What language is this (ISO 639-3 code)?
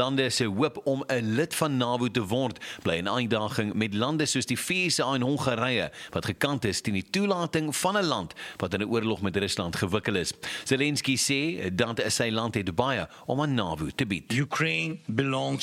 afr